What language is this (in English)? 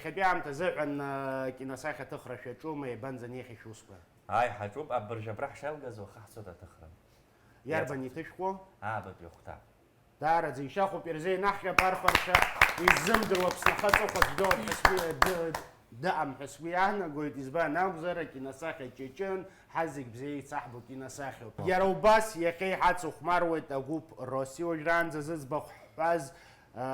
Abkhazian